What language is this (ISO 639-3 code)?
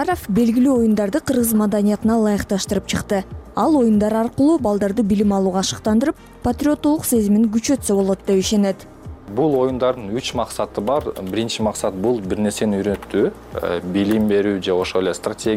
kir